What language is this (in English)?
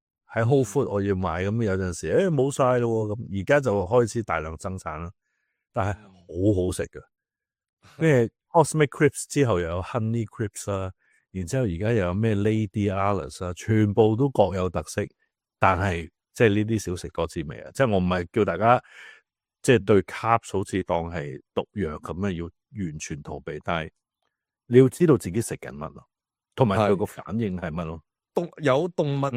Cantonese